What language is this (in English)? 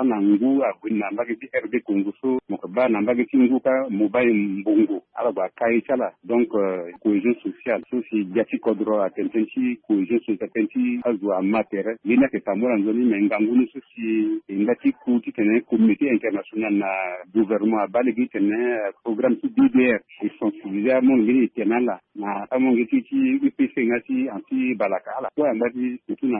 Sango